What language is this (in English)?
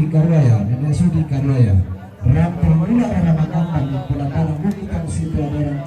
Toraja-Sa'dan